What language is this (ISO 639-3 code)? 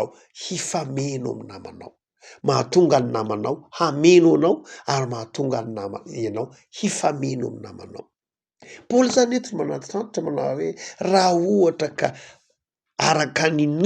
mlg